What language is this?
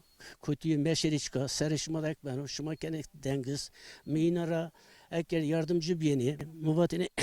Zaza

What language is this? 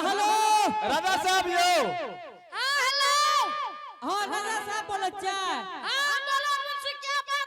Angika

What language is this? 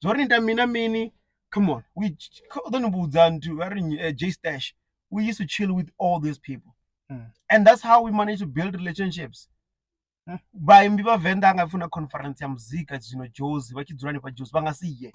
Venda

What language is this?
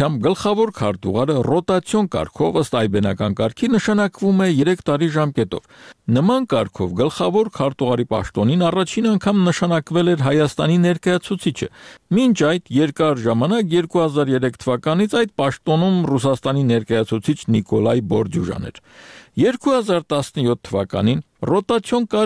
Armenian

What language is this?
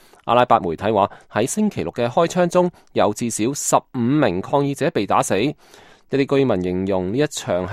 Cantonese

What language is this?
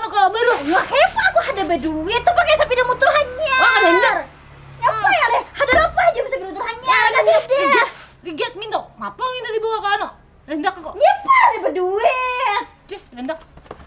Banjar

